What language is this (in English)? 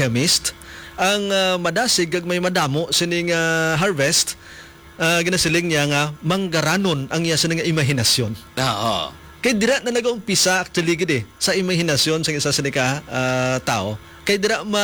Hiligaynon